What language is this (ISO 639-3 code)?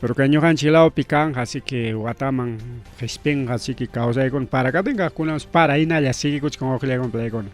quy